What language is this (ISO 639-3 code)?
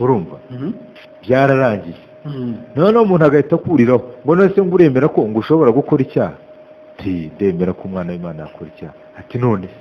kin